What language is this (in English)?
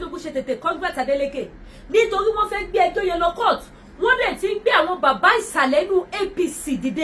Yoruba